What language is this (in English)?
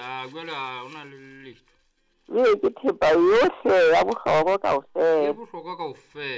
Southern Sotho